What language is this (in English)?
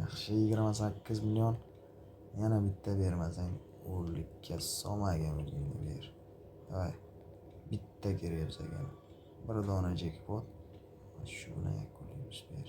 Uzbek